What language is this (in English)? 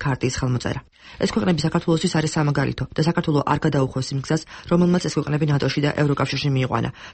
Georgian